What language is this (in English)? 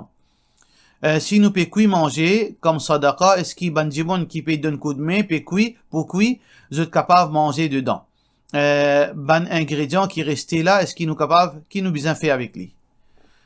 Morisyen